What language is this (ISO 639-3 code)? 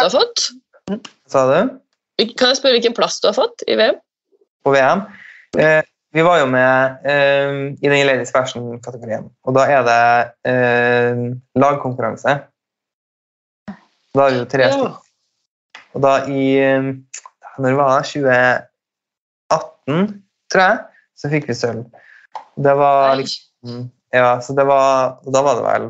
nor